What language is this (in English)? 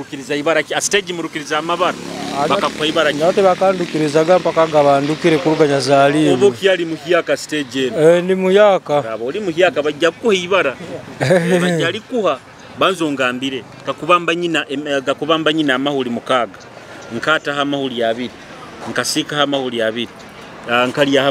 Nyoro